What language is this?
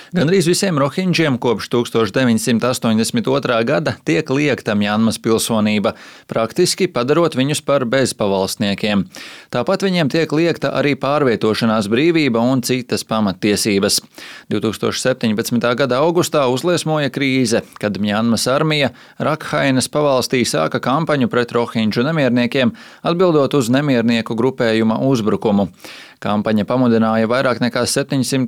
Latvian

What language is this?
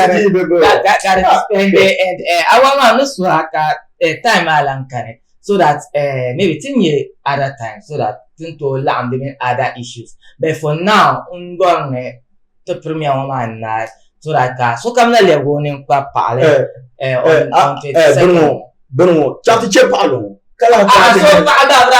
Dagbani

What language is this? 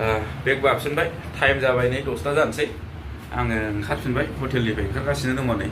Bodo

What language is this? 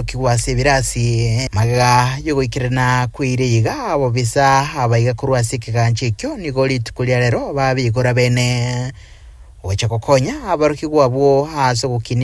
Gusii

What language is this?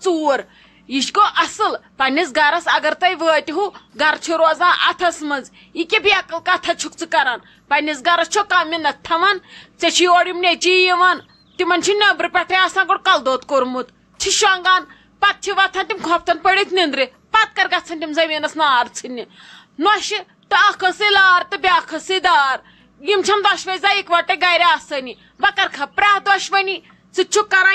Kashmiri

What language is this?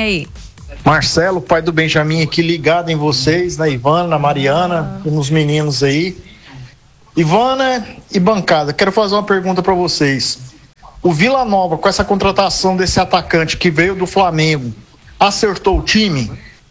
Portuguese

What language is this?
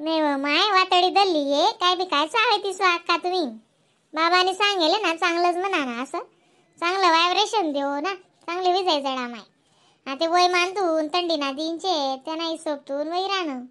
Khandesi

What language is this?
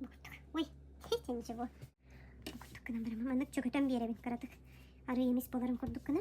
Yakut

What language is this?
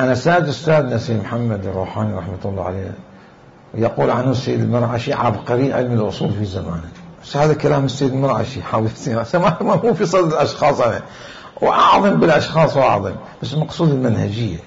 Mesopotamian Arabic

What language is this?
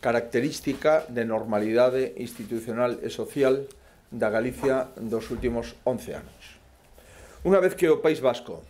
Galician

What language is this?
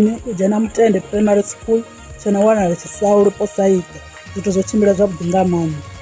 Venda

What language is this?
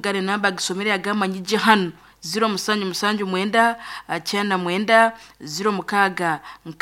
Nyoro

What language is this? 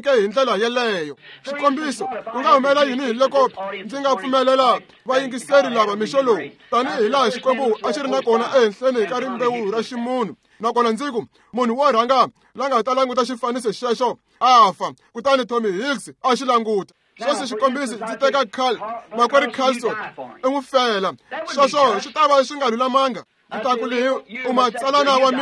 Tsonga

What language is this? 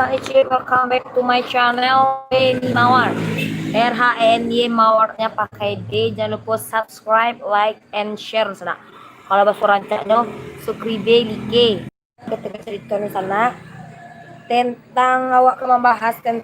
Minangkabau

